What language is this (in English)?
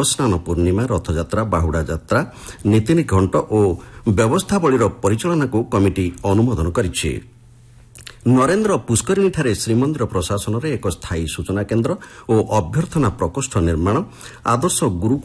Odia